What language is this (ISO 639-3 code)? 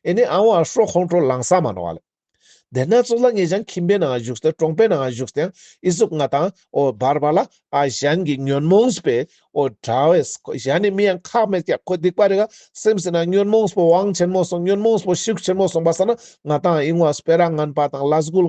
lbj